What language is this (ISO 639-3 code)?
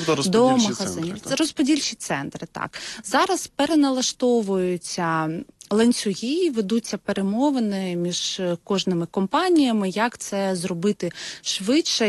ukr